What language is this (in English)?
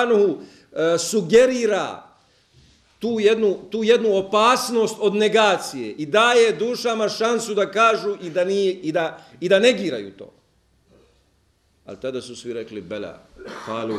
Bosnian